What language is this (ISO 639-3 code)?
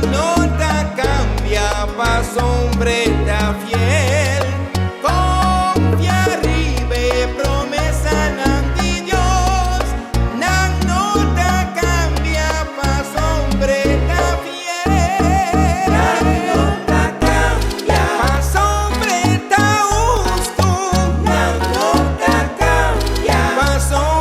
pap